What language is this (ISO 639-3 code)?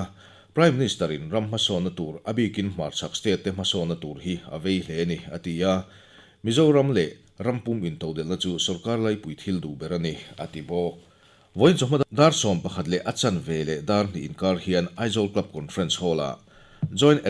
lus